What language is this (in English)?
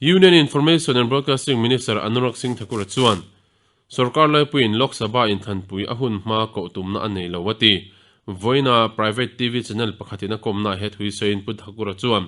Mizo